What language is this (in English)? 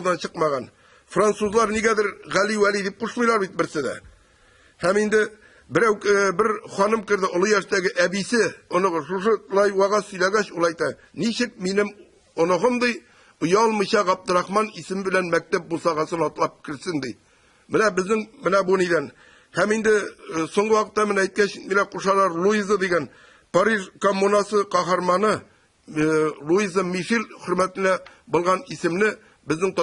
Tatar